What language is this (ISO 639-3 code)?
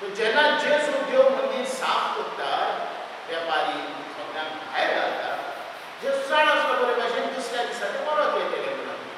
kok